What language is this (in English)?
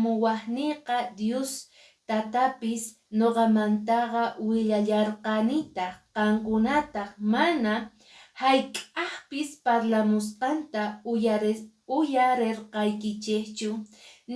Quechua